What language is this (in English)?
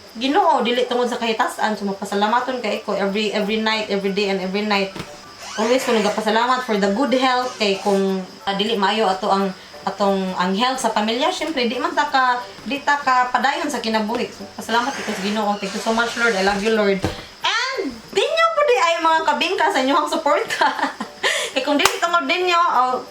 Cebuano